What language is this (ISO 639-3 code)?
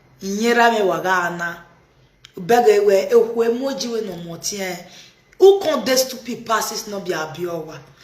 pcm